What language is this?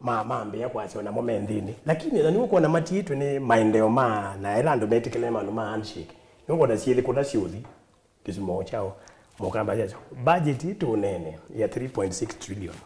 Kamba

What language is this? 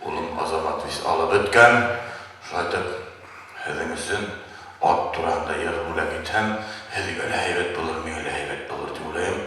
Bashkir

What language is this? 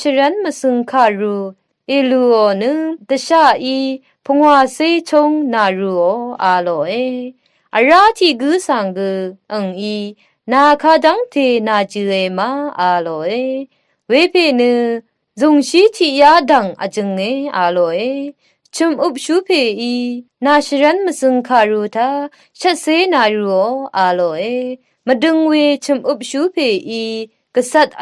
Rawang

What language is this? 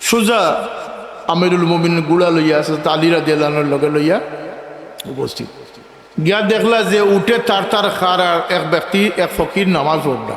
Sylheti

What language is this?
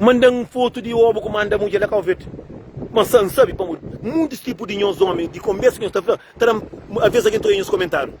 Kabuverdianu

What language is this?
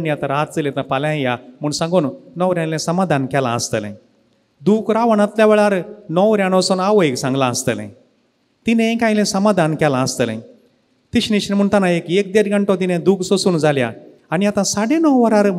Konkani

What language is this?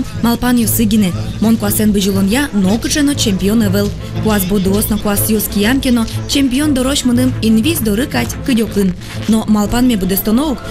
Udmurt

